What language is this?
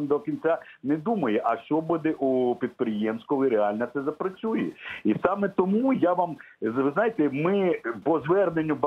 Ukrainian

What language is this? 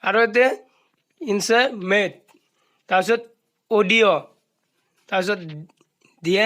Assamese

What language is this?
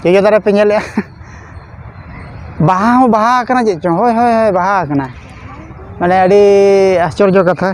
Santali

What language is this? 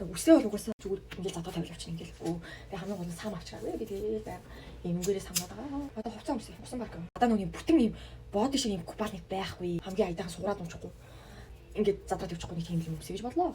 Mongolian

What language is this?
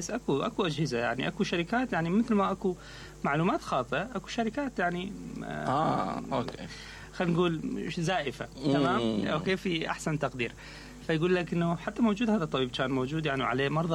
Mesopotamian Arabic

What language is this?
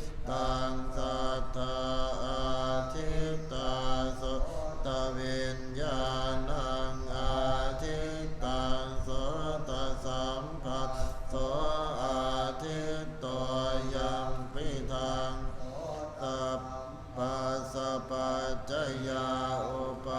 Pali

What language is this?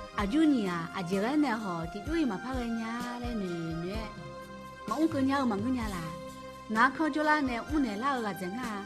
Akha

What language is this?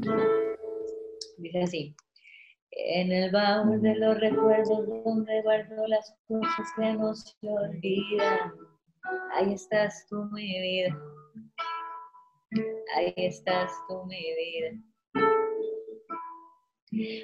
Spanish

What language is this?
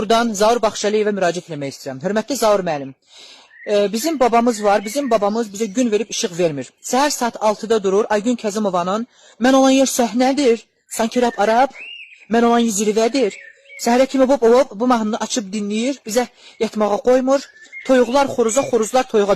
Azerbaijani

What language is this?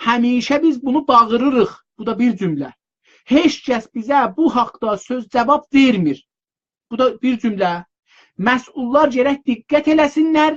South Azerbaijani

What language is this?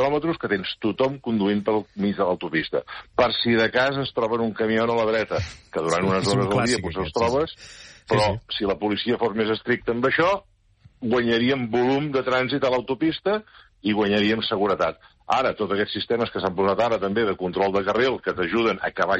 Catalan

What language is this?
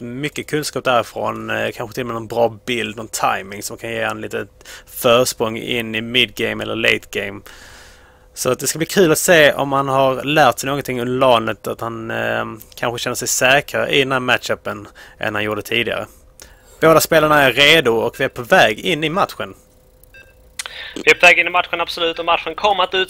Swedish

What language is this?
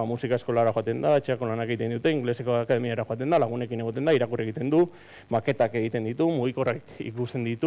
Basque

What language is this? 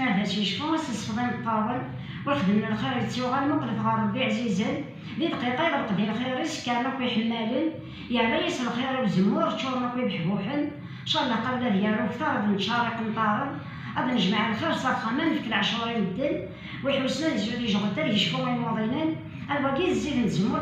Kabyle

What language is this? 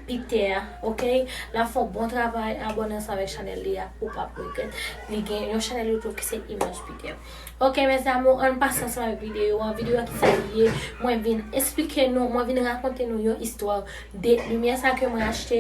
Haitian Creole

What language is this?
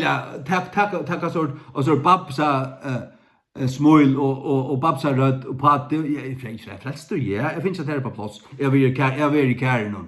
Faroese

